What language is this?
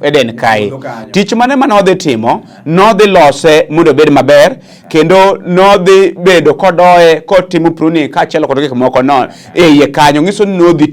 Luo (Kenya and Tanzania)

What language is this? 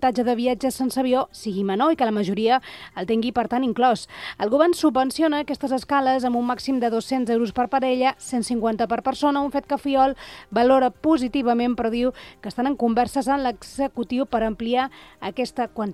Catalan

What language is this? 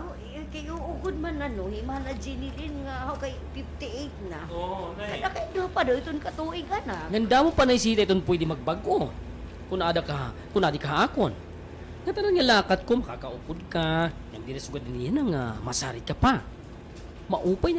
Waray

